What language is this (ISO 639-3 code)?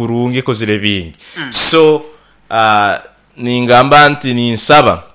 nyo